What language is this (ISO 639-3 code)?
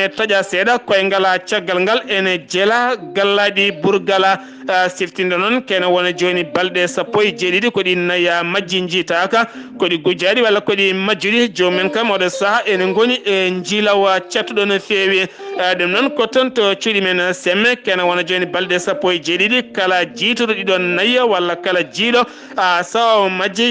ful